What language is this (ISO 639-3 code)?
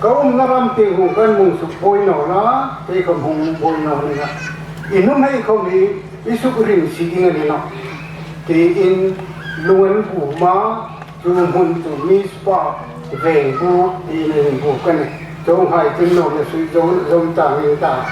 hmr